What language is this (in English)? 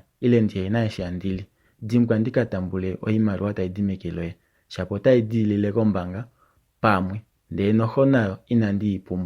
Kuanyama